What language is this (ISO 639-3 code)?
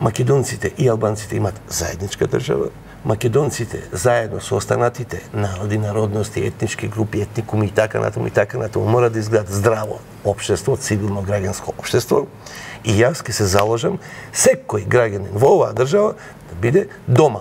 mkd